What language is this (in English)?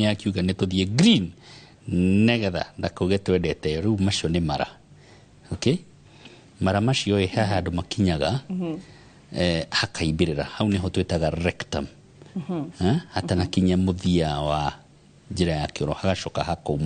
Kikuyu